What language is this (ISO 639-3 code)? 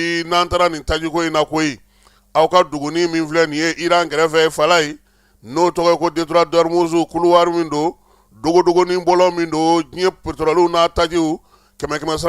bam